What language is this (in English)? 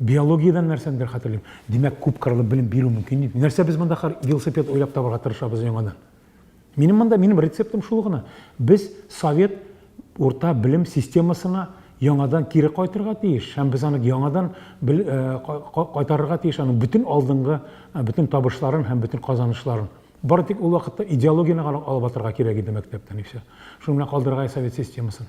Tatar